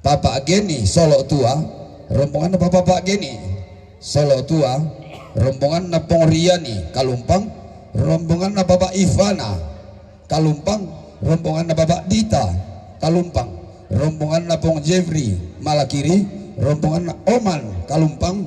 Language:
Toraja-Sa'dan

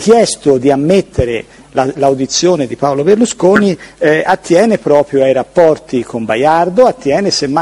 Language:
Italian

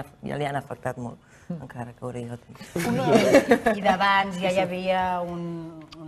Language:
Catalan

